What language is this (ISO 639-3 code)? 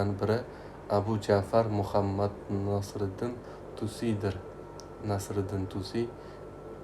uzb